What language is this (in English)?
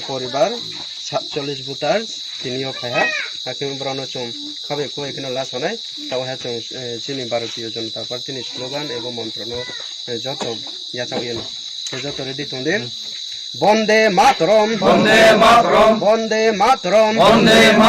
Riang (India)